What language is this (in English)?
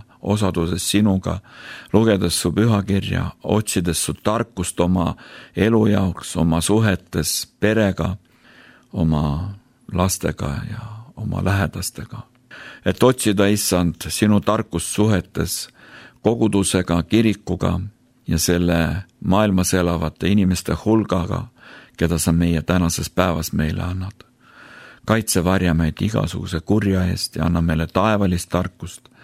Estonian